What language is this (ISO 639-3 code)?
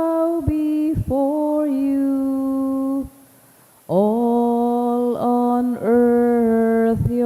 bik